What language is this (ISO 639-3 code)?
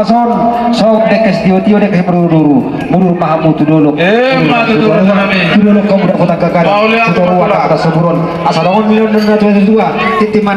bbc